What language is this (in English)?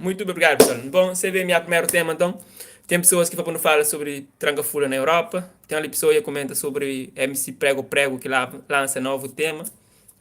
Kabuverdianu